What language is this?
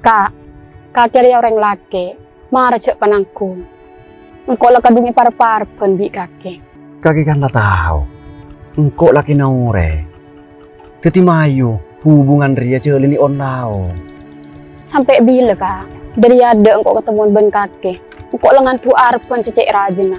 Madurese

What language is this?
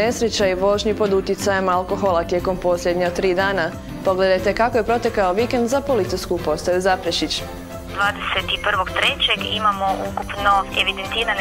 Croatian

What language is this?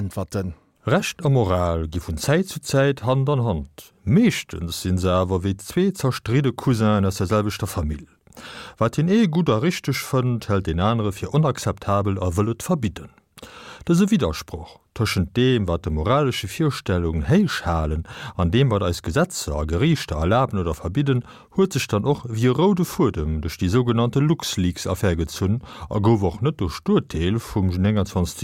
Luxembourgish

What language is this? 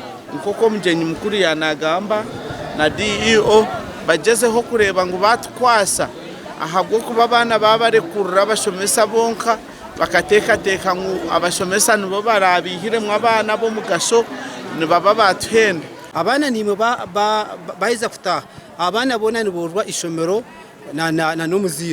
Nyankole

